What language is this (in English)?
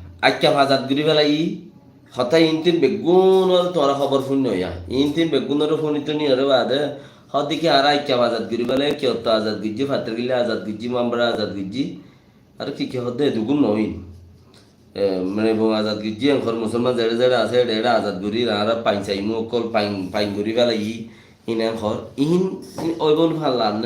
Rohingya